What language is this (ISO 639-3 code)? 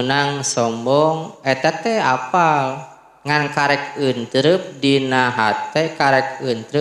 sun